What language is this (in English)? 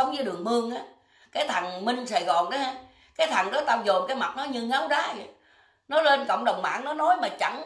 Vietnamese